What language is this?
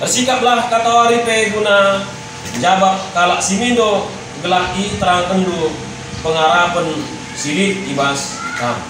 Batak Karo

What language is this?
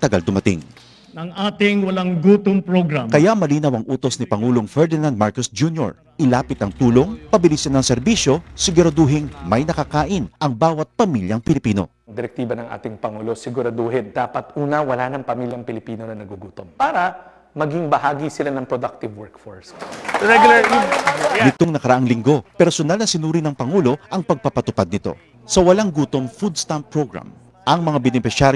Filipino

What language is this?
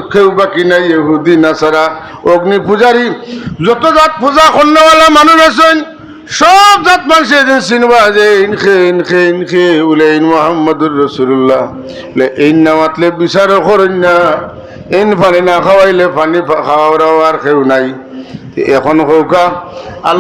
Sylheti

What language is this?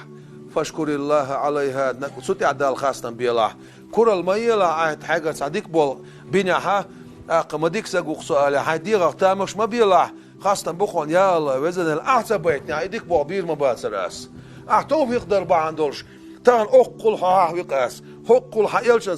Chechen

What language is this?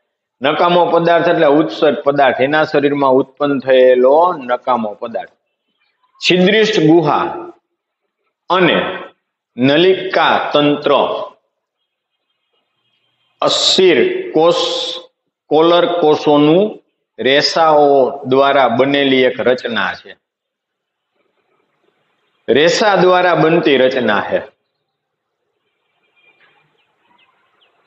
Gujarati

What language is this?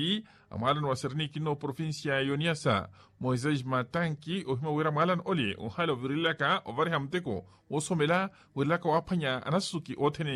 Makhuwa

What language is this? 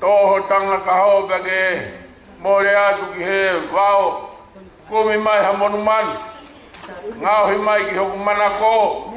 Tongan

